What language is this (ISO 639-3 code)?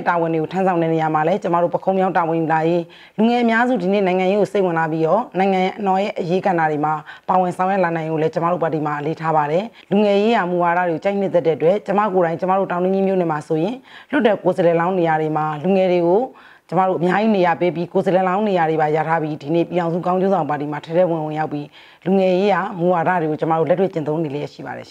mya